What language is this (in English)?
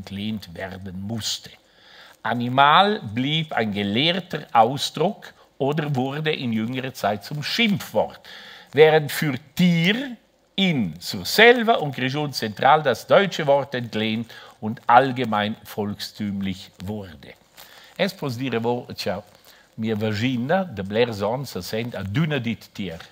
Romansh